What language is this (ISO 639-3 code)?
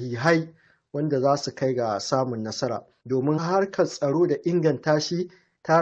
hau